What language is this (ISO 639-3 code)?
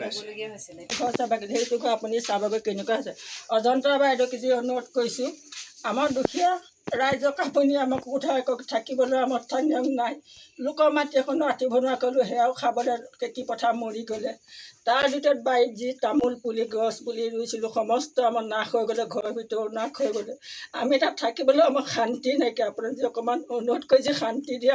asm